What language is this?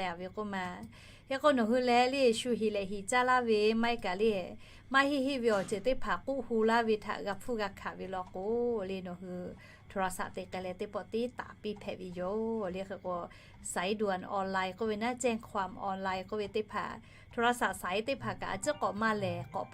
Lahu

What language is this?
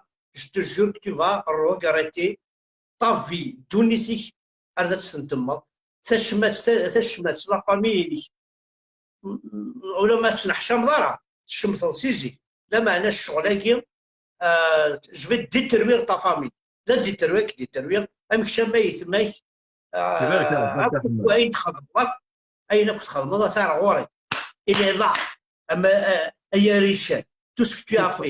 Kabyle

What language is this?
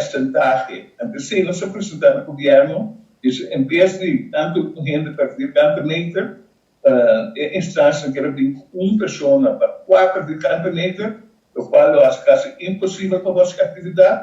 Papiamento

